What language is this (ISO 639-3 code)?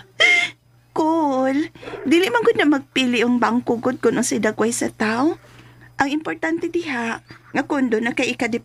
ceb